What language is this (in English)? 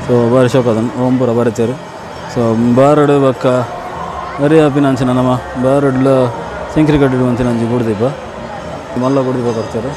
Tulu